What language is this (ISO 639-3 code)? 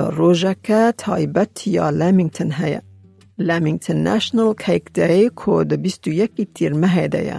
kur